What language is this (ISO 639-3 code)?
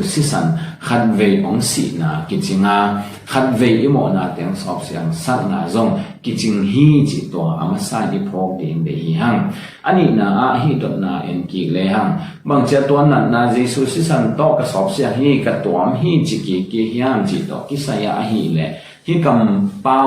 ctd